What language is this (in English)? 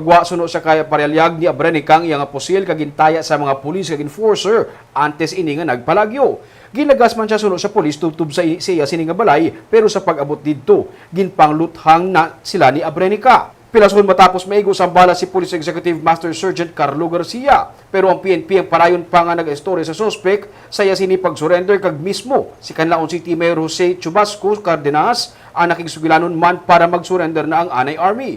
Hiligaynon